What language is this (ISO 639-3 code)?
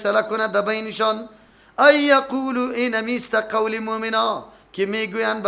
fas